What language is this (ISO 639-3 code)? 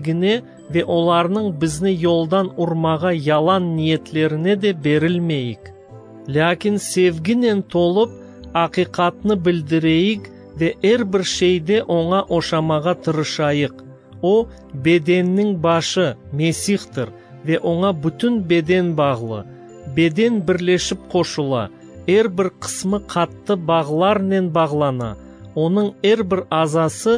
crh